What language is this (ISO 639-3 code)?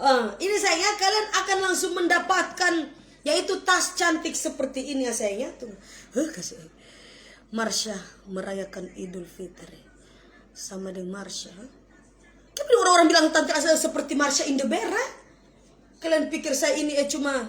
xmm